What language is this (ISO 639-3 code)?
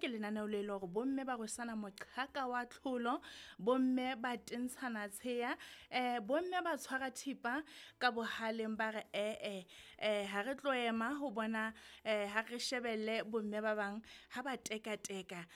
sot